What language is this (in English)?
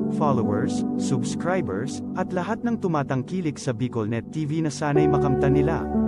Bikol